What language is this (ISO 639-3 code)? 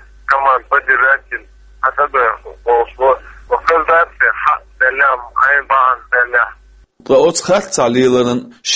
che